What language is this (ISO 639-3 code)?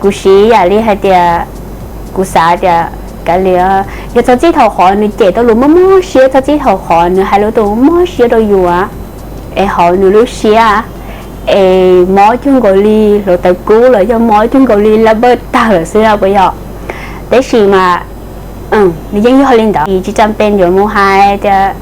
hmn